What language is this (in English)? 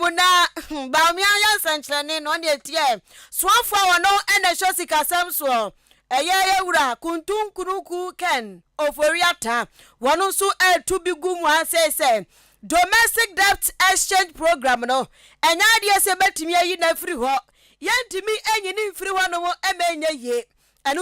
Akan